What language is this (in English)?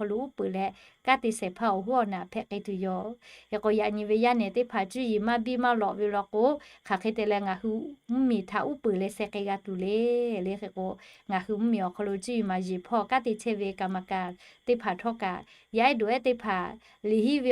Lahu